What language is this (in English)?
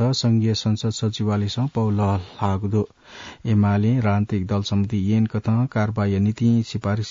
Newari